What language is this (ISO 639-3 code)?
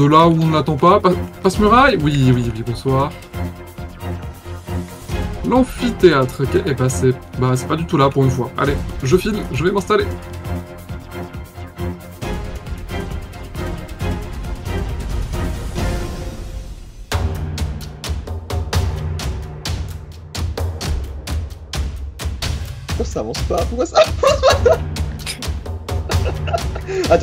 fra